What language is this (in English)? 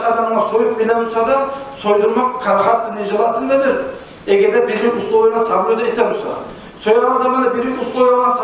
Kumyk